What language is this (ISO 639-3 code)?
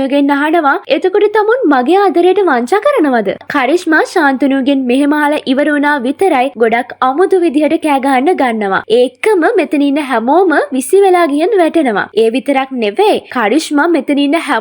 sin